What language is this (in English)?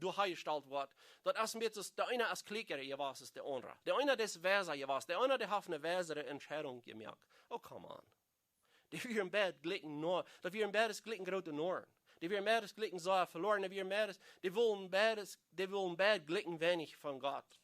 Plautdietsch